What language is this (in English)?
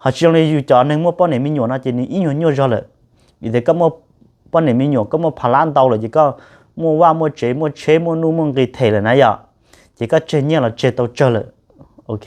Hmong